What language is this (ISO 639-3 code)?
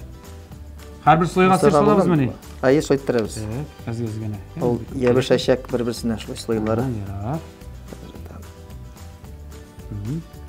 tat